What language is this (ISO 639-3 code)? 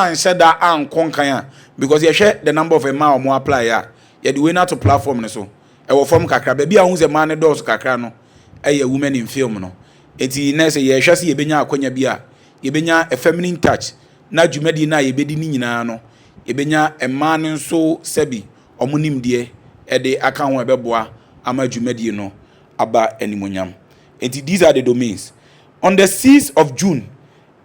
aka